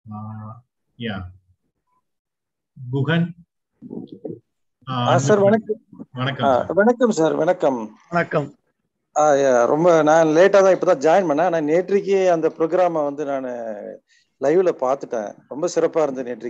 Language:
Tamil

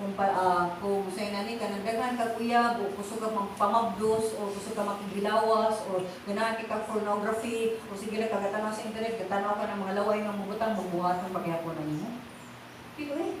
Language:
Cebuano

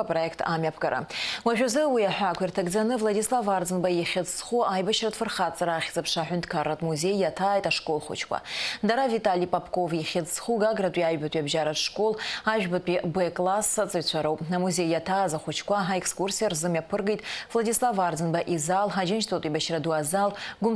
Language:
Abkhazian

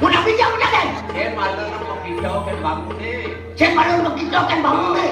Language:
Balinese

